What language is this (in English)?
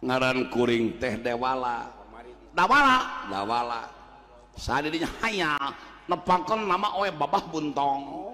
Sundanese